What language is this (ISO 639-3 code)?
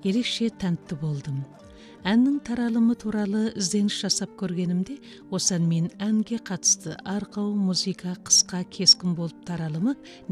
kaz